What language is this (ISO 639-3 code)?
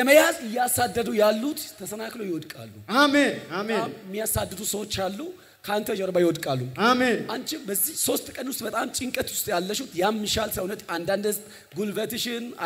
amh